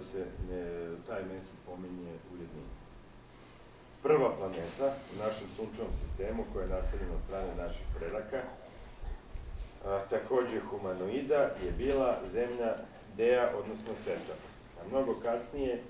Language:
Serbian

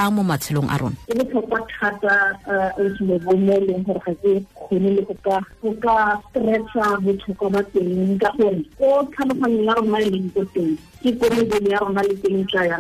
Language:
Tswana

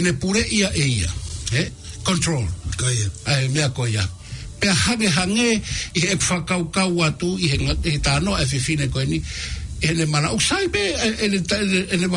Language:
Tongan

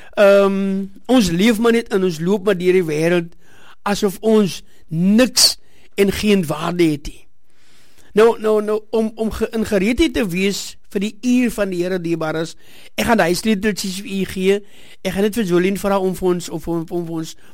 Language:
Afrikaans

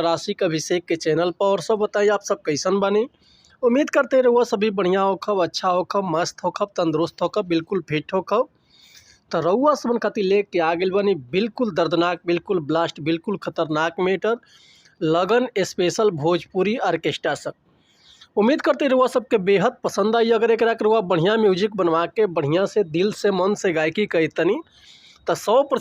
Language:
Bhojpuri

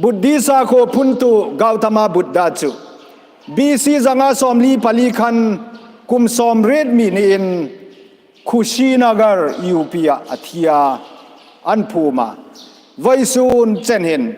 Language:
Hmar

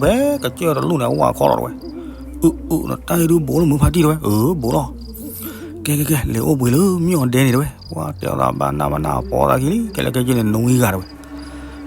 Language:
S'gaw Karen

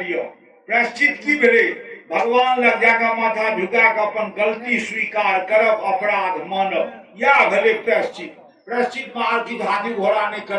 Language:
Maithili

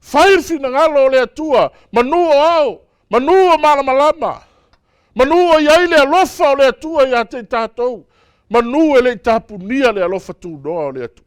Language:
Samoan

